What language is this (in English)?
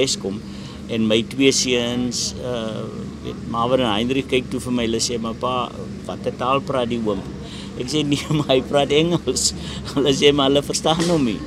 Afrikaans